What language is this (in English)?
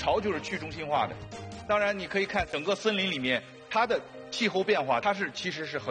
Chinese